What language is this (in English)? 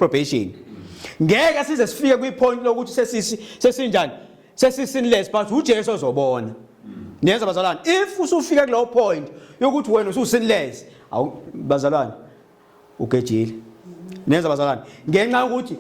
Zulu